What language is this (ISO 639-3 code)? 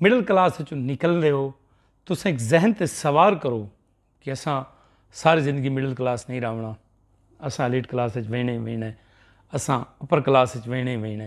skr